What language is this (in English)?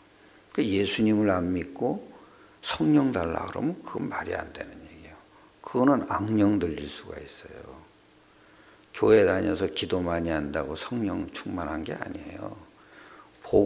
Korean